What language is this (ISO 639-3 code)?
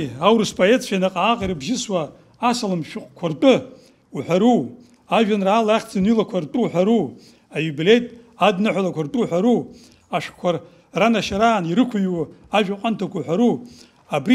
abk